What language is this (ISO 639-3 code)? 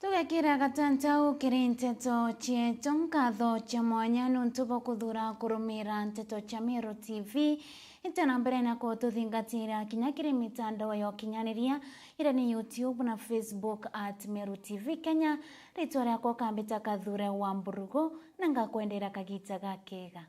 mer